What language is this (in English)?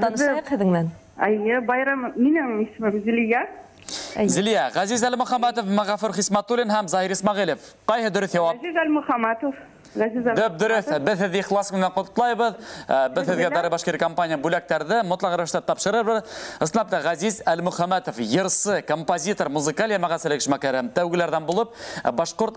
Bashkir